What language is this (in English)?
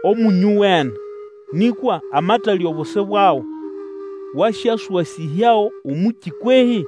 Nande